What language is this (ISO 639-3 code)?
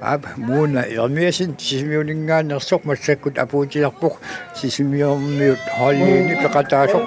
kal